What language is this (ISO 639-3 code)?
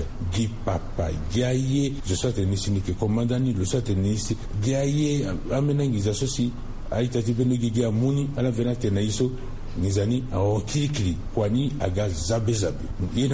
sag